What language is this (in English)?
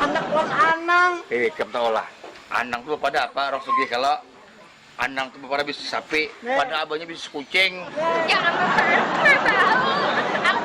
Banjar